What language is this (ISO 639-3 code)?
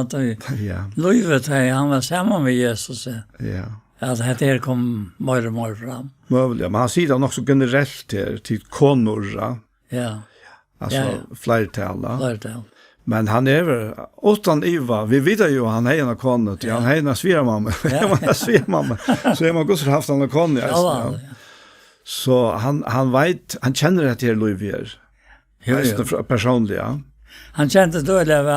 fao